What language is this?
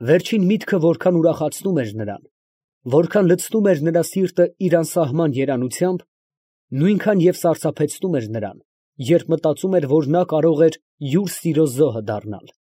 Armenian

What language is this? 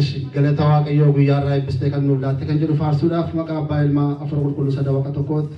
Oromo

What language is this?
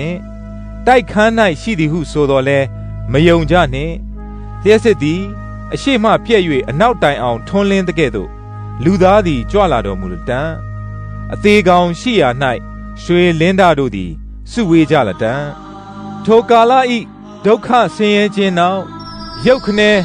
Burmese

